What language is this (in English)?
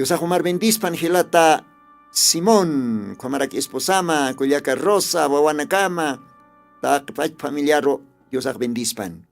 Aymara